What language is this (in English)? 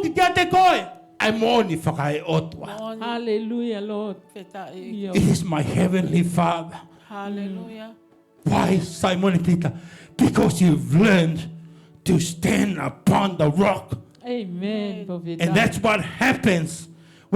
Tongan